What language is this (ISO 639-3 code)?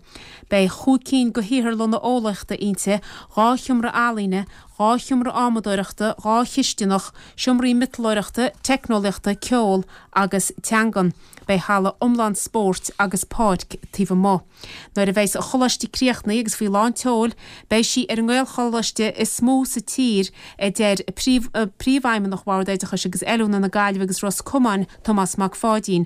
gle